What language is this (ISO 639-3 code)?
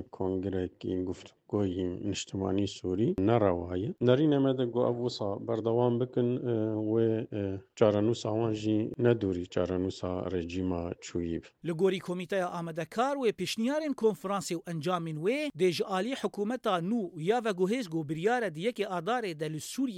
kur